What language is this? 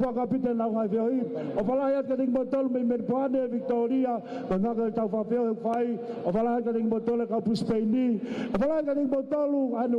Tongan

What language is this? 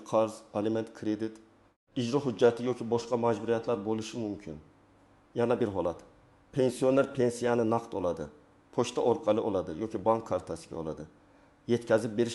Uzbek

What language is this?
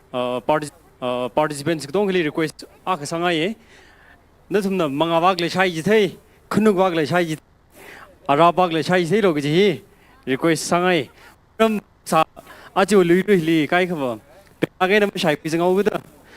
Tangkhul Naga (India)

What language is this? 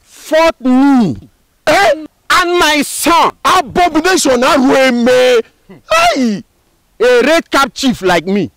Nigerian Pidgin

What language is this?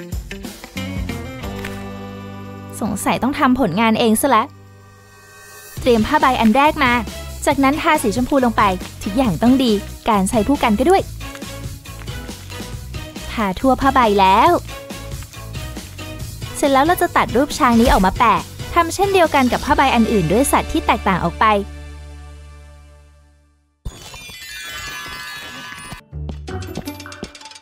Thai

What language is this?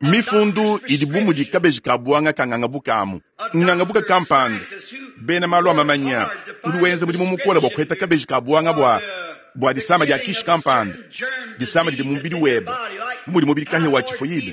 Luba-Lulua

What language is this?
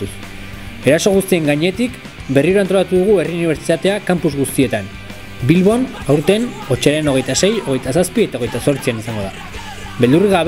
Basque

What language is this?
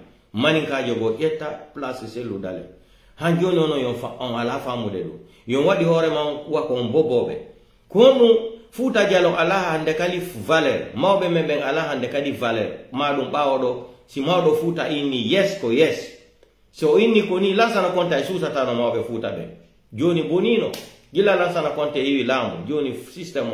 Pular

